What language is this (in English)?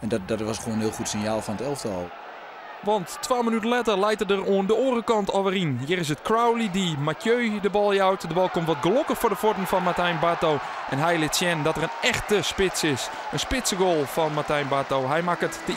Western Frisian